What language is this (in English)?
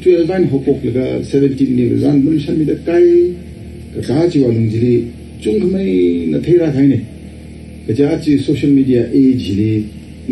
Tangkhul Naga (India)